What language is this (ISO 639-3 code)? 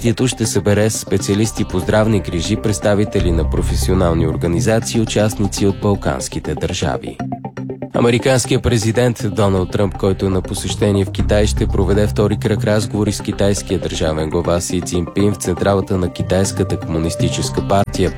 bul